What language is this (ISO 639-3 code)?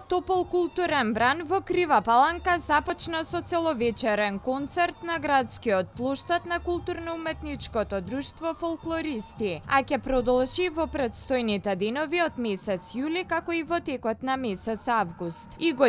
mkd